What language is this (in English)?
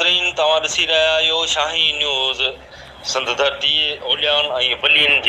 Sindhi